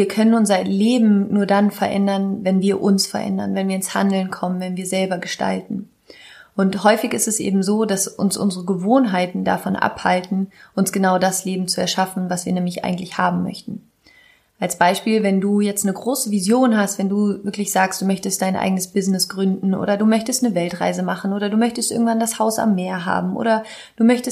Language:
German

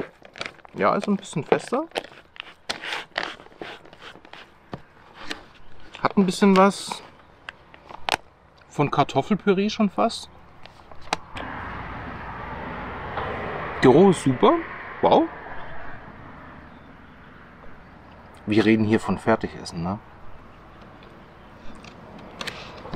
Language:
German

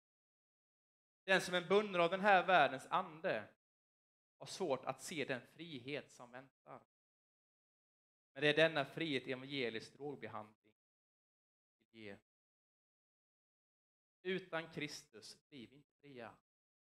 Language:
Swedish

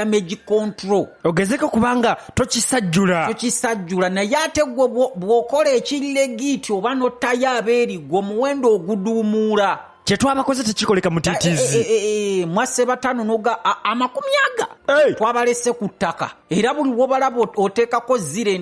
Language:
Ganda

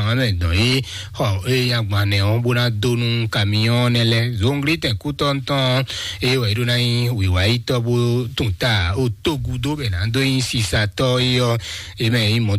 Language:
Fon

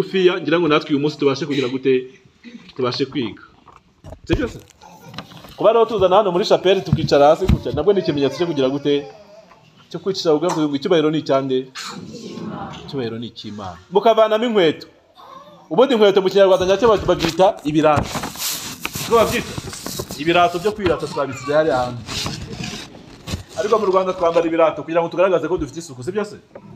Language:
Kinyarwanda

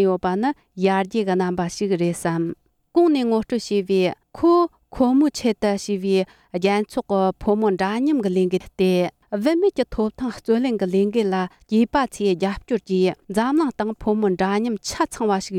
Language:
Tibetan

